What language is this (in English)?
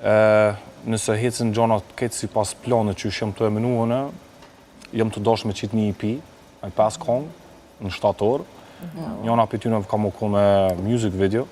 Albanian